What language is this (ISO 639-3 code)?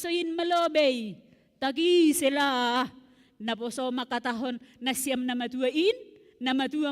bts